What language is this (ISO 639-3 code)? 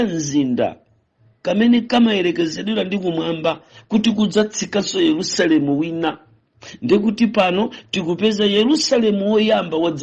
nya